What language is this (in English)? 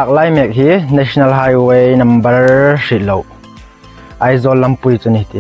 Hmar